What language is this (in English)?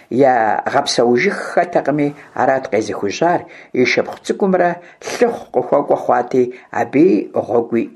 Kabardian